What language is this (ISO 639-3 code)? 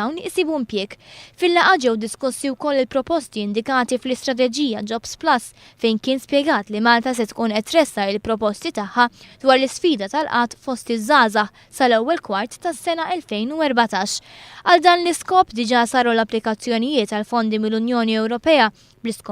mlt